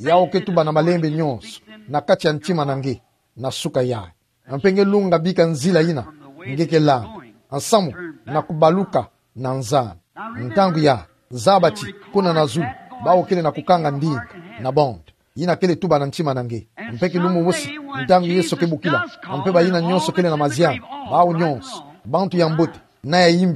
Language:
Kituba (Democratic Republic of Congo)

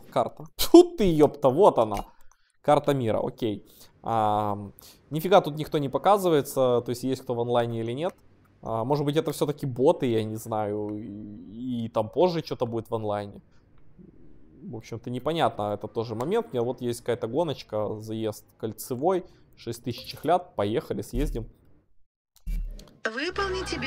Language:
Russian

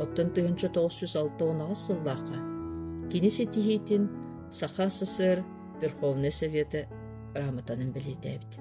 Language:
Yakut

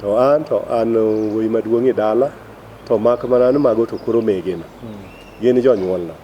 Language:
Luo (Kenya and Tanzania)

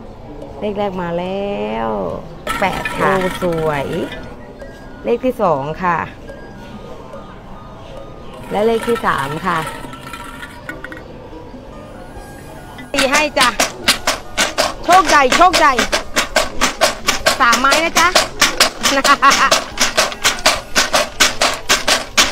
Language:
Thai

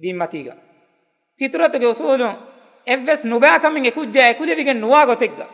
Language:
Divehi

